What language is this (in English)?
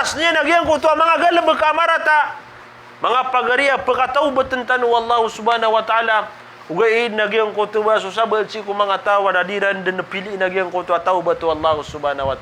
Maranao